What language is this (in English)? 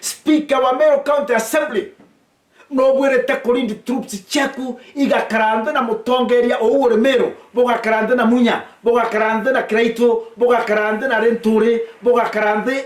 Meru